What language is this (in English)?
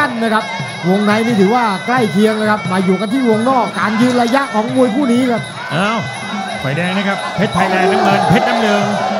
Thai